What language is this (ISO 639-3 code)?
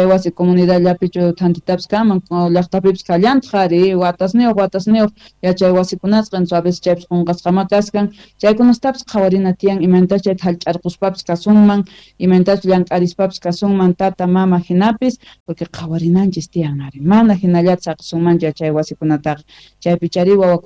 quh